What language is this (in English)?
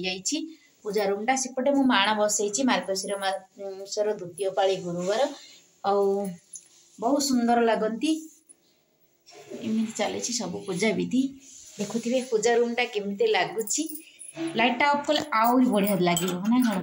Odia